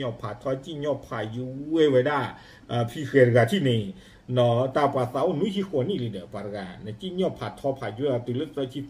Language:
S'gaw Karen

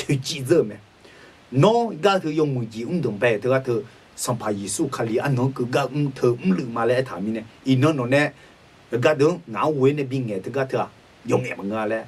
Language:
Akha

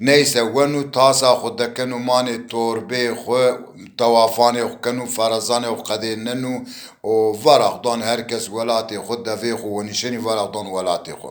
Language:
Zaza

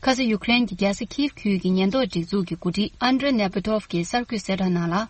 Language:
Tibetan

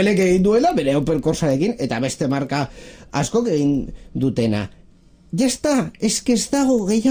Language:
Basque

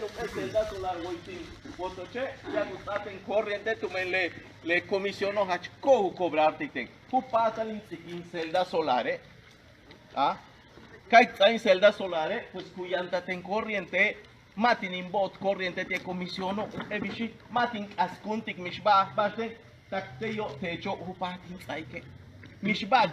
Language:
Yucateco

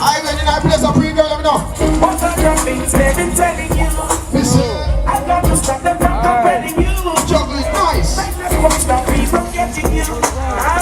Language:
Jamaican Creole English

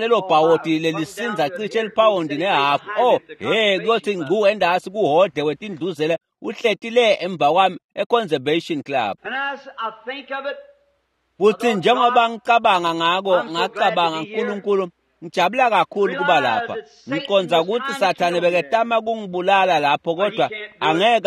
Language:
Swati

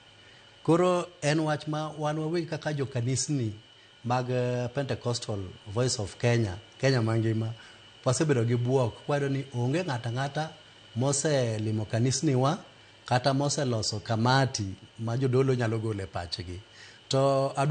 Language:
Luo (Kenya and Tanzania)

